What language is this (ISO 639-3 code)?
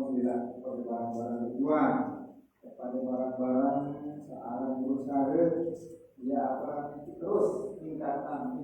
sas